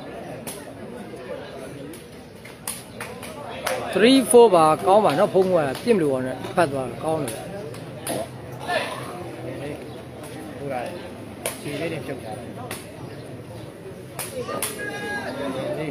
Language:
Burmese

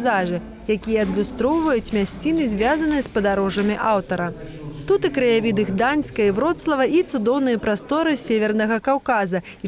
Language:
Belarusian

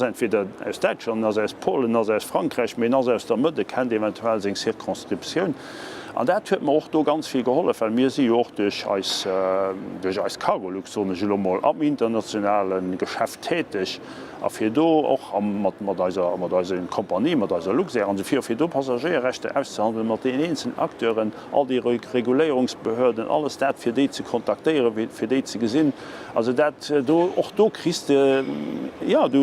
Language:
Luxembourgish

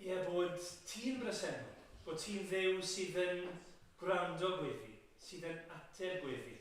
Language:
Welsh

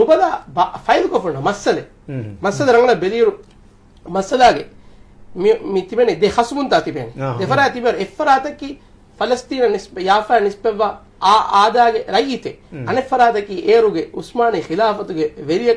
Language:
Divehi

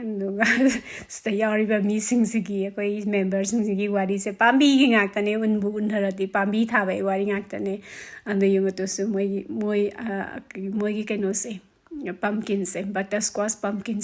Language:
Manipuri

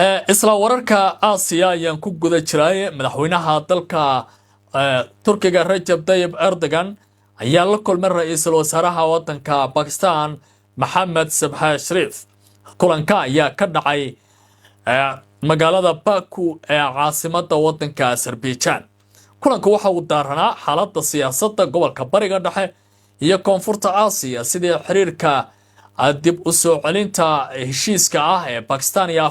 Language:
Somali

